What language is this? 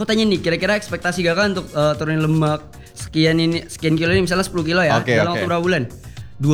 Indonesian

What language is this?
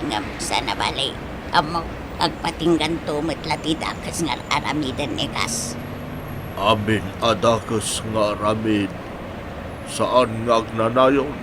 Iloko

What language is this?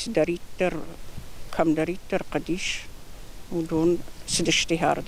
Ossetic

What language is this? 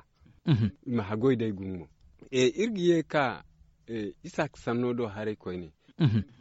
Zarma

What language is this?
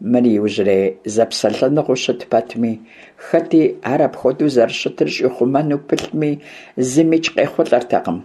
Kabardian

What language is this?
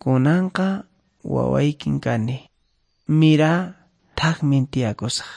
Quechua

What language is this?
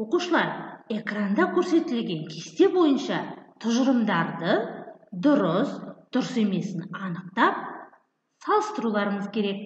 Kazakh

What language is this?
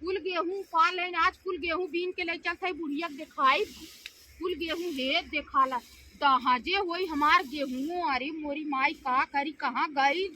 Awadhi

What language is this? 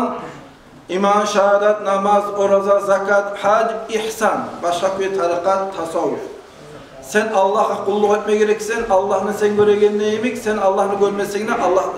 Kumyk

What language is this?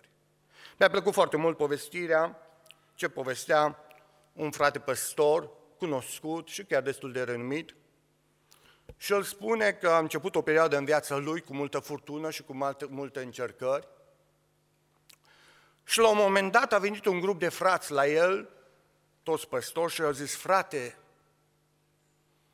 Romanian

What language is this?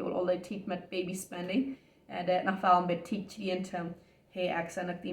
Plautdietsch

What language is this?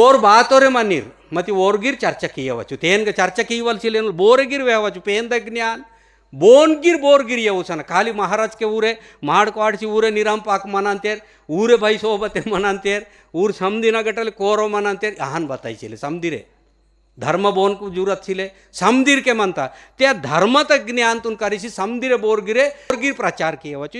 Gondi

